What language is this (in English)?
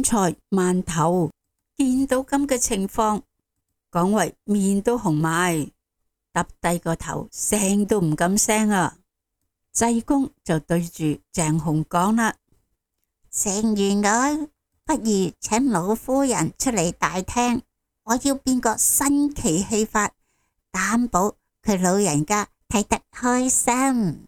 Cantonese